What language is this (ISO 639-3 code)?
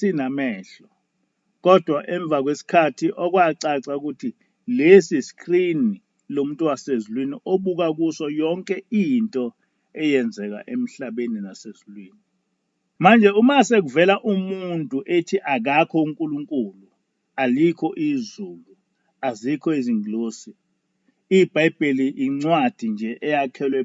zul